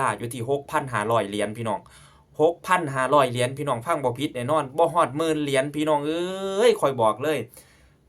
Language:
Lao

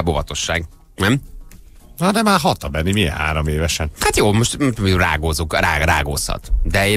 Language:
Hungarian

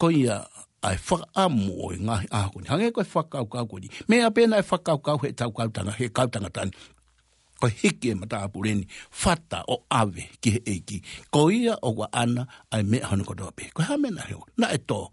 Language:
Tongan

